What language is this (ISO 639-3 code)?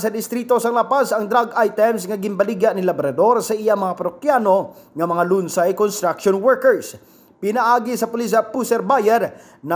hil